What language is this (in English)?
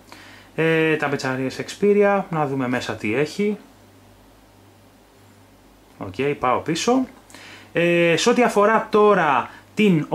Greek